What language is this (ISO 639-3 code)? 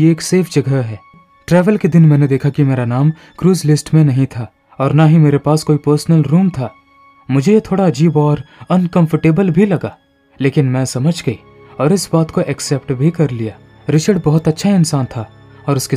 hin